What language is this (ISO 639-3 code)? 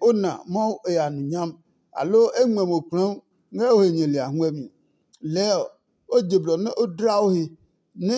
ada